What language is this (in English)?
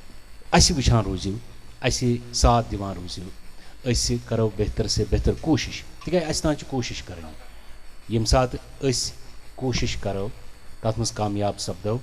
Kashmiri